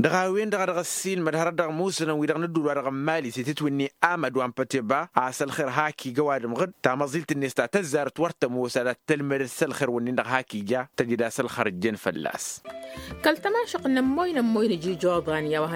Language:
Tamasheq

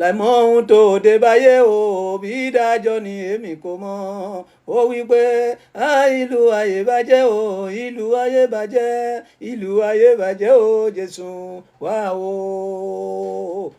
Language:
Yoruba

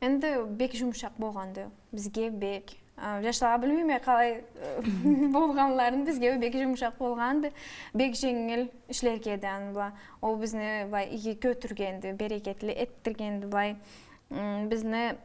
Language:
Karachay-Balkar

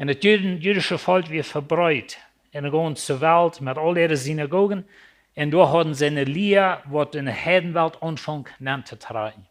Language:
Plautdietsch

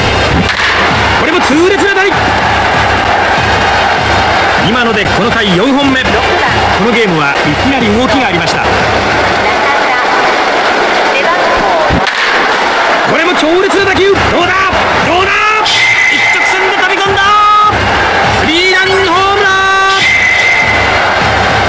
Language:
Japanese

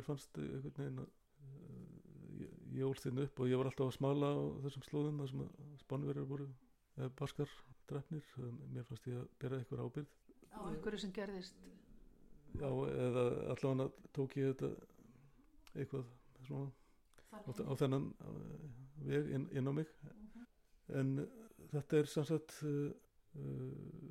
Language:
Icelandic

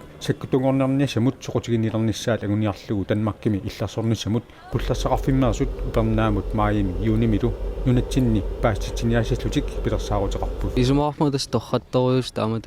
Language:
Kalaallisut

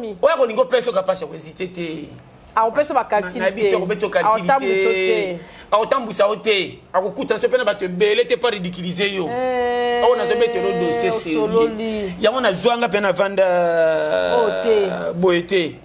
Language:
Lingala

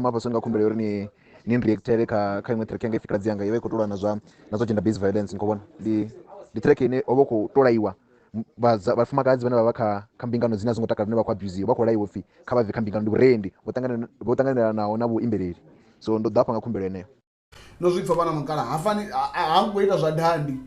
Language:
Venda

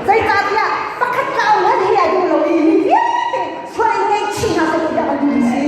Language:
Hakha Chin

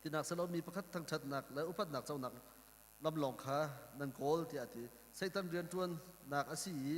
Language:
Hakha Chin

